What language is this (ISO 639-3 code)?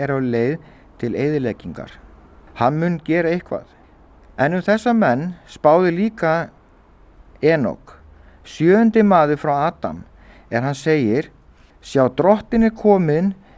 isl